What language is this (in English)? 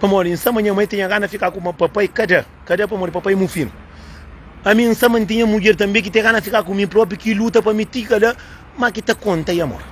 Kabuverdianu